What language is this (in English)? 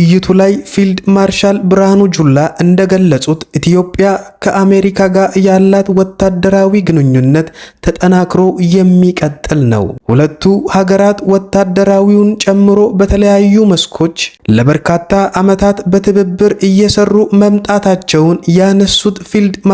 Amharic